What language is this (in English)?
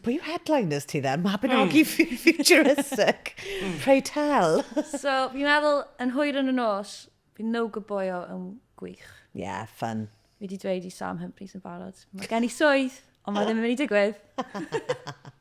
Welsh